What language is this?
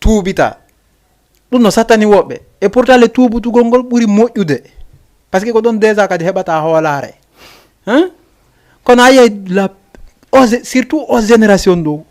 Fula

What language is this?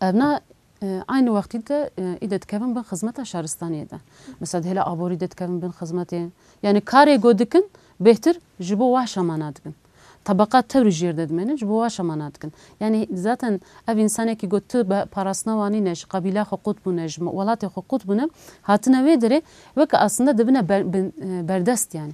Kurdish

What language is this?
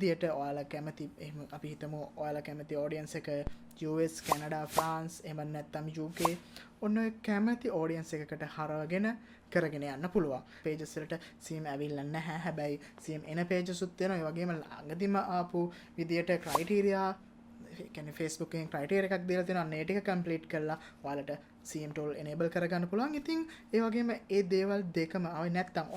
Sinhala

